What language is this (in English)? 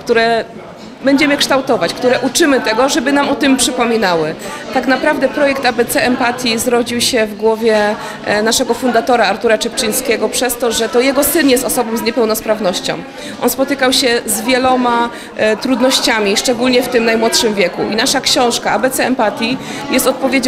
Polish